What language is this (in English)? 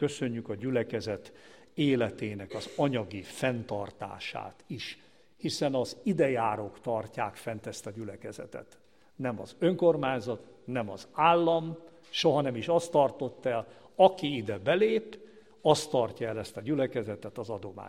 Hungarian